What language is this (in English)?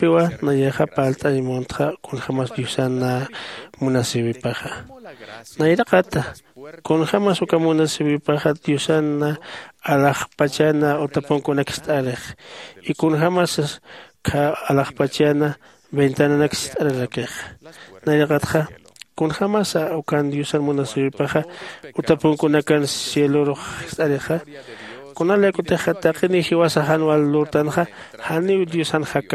Aymara